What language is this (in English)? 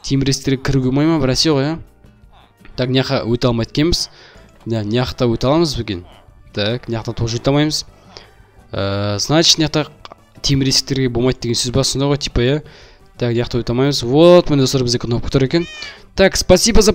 Kazakh